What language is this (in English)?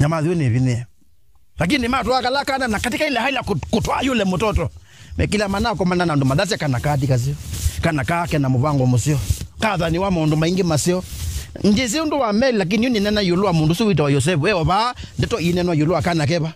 Kamba